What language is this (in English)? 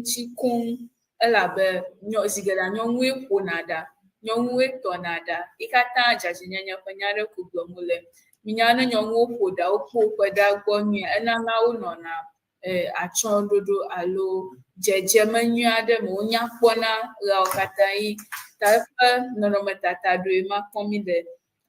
Ewe